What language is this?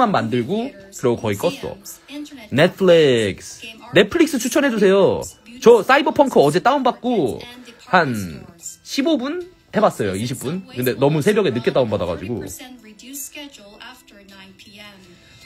Korean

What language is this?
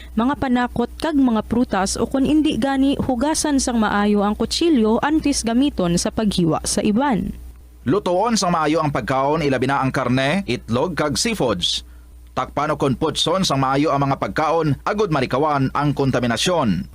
Hiligaynon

